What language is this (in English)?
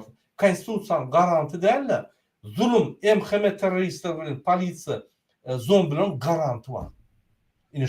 Turkmen